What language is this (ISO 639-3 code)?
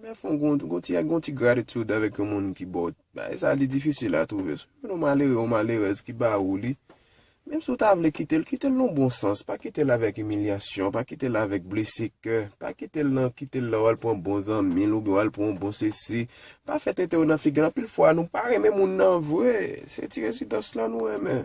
hat